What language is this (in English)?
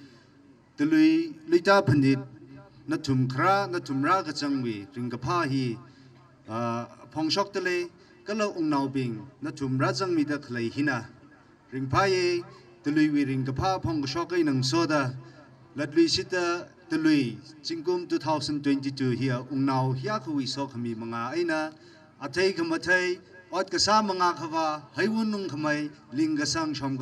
Tangkhul Naga (India)